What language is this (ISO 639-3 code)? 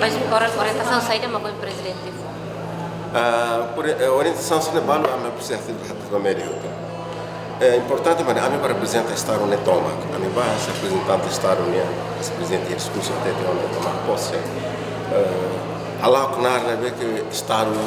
tet